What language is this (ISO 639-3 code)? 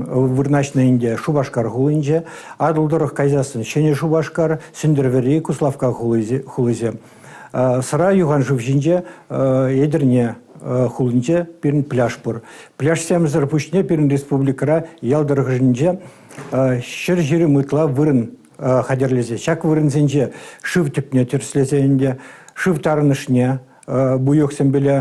chv